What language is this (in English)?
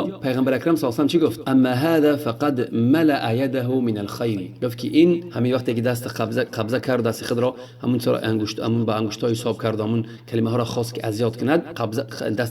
Tajik